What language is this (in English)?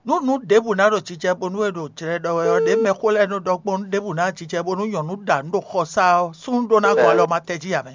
Fon